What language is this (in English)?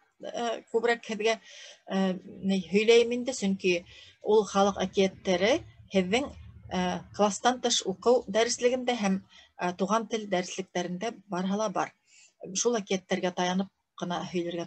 Bashkir